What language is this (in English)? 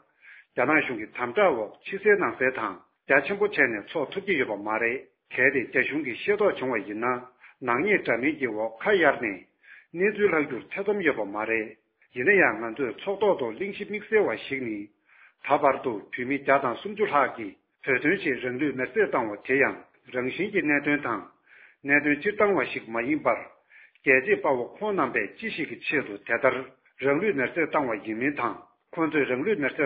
Tibetan